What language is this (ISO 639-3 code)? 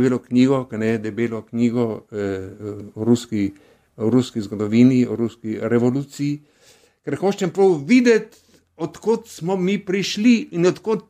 slv